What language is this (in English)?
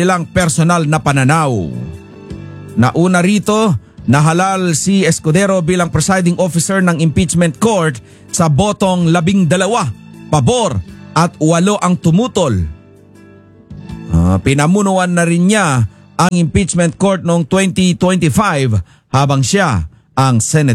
Filipino